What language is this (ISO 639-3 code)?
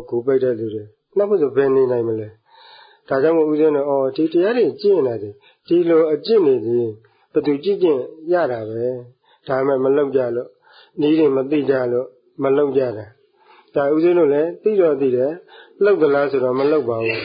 mya